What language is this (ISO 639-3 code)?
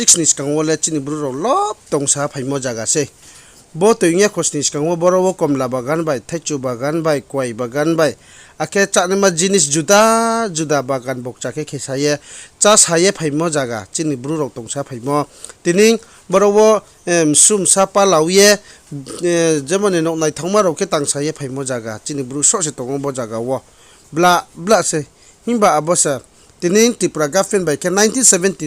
ria